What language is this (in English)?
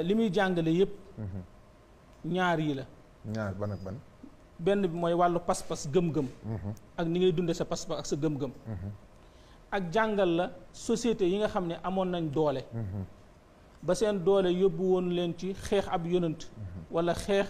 Wolof